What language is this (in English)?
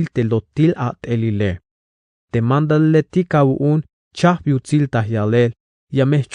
Tzeltal